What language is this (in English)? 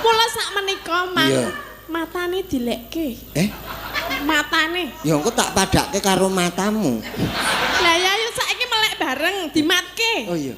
Javanese